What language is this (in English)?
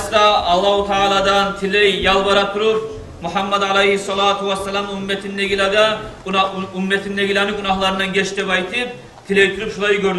Kumyk